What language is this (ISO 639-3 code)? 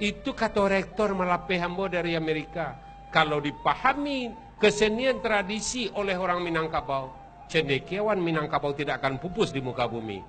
min